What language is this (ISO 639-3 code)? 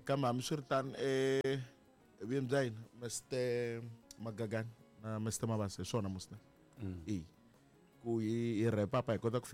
tso